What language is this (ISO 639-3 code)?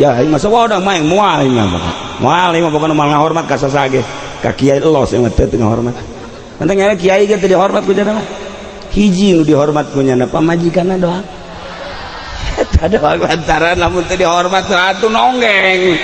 sun